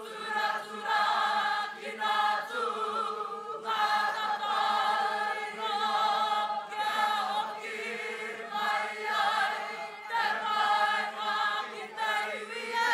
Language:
Māori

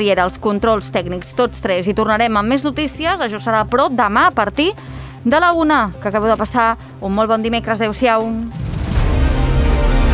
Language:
Catalan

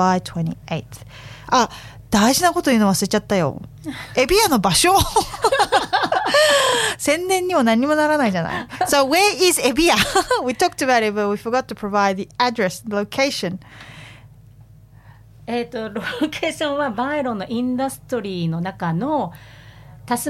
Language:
Japanese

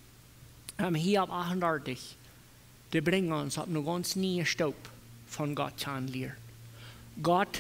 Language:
Plautdietsch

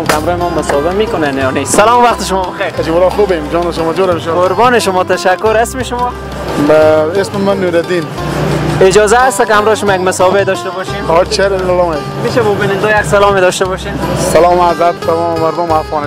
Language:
Persian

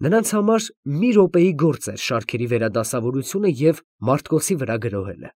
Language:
Armenian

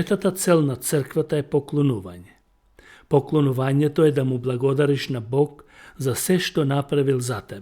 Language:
Macedonian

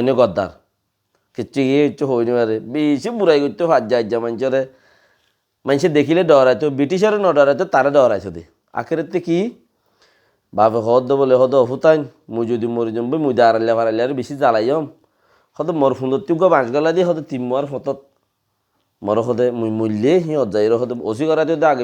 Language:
Rohingya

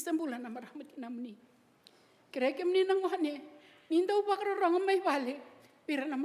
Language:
Fijian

